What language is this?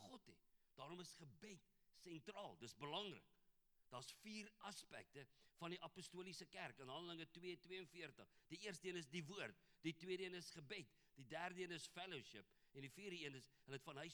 Afrikaans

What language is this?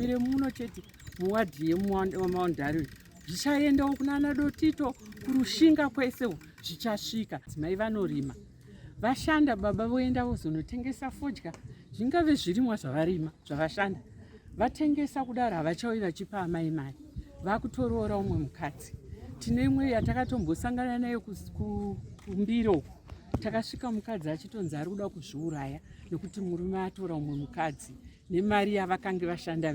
Shona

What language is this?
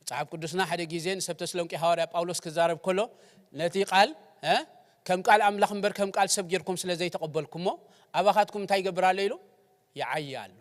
Tigrinya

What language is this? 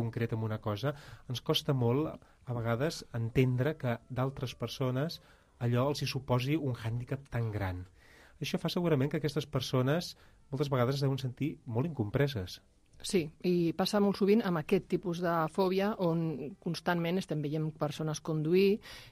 Catalan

